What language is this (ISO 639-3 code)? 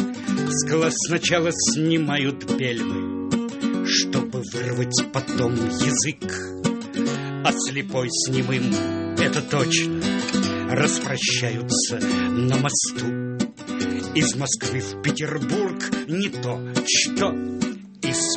rus